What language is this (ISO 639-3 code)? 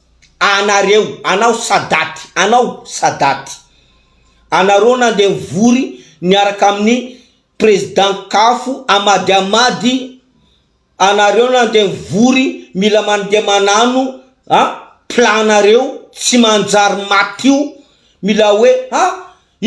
mlg